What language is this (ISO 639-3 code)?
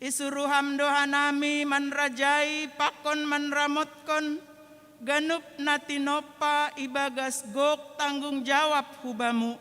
bts